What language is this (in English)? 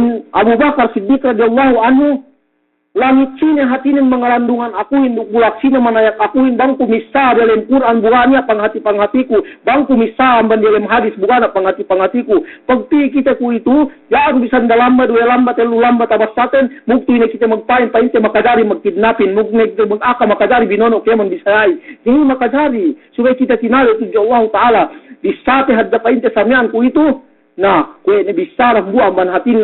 Yakan